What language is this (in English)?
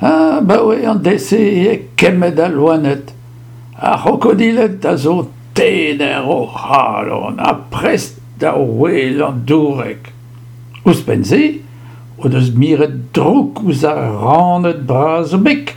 Breton